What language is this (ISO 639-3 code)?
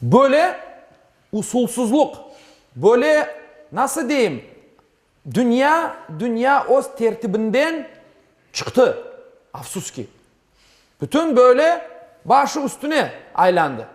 crh